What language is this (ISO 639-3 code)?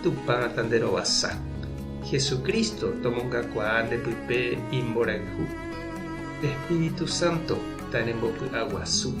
grn